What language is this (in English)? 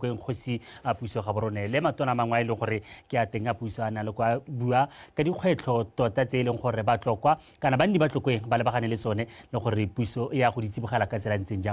Tswana